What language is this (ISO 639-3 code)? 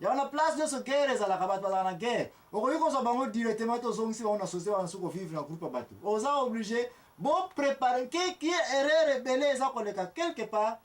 lin